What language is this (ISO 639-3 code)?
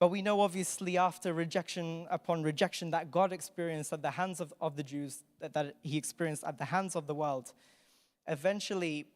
eng